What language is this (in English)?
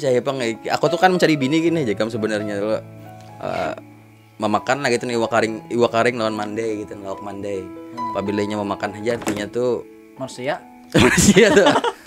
Banjar